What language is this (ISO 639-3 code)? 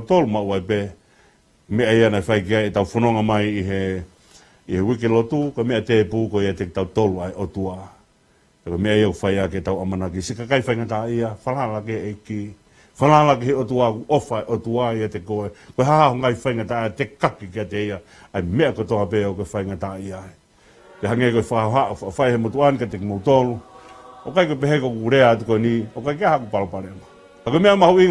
ton